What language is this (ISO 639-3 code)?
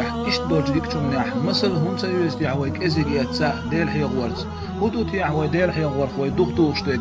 che